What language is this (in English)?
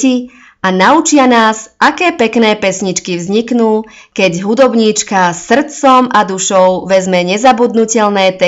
Slovak